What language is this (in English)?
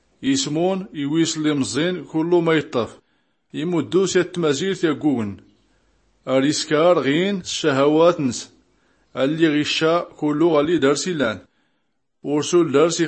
Tachelhit